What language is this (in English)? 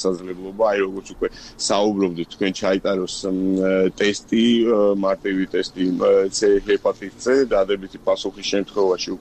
Georgian